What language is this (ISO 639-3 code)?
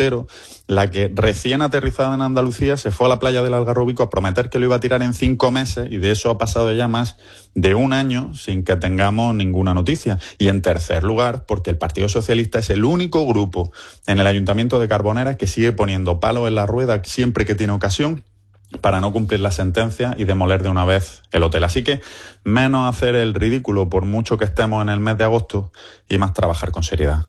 spa